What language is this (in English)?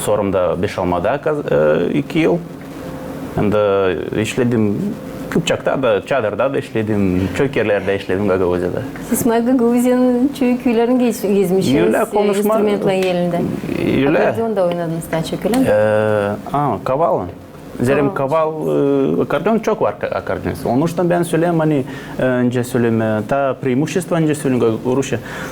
Gagauz